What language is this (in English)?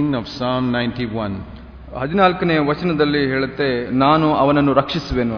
Kannada